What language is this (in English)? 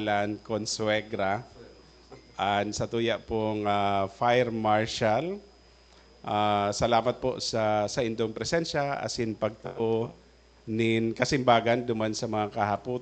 Bikol